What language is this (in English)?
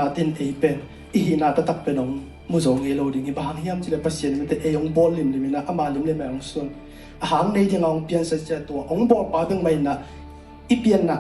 Tedim Chin